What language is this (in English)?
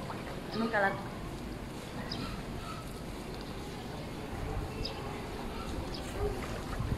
Filipino